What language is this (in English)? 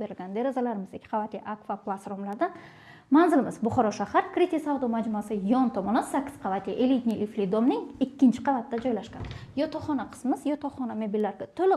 Uzbek